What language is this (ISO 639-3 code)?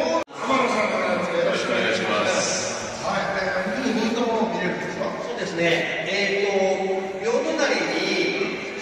jpn